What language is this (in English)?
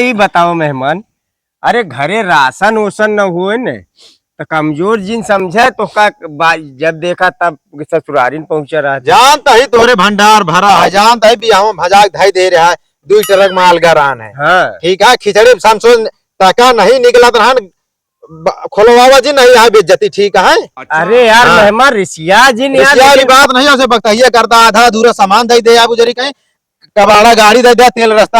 Awadhi